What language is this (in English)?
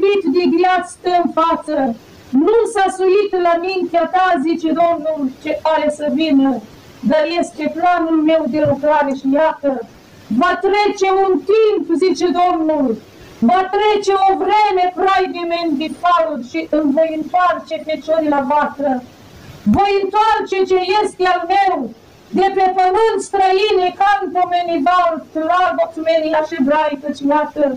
Romanian